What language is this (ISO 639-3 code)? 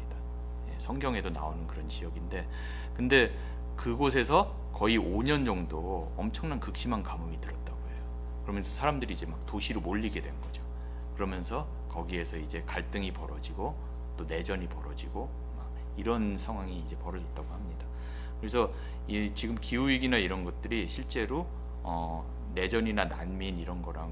kor